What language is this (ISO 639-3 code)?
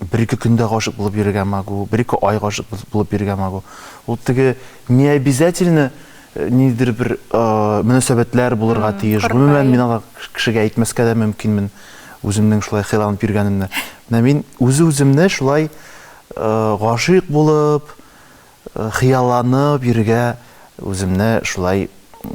tat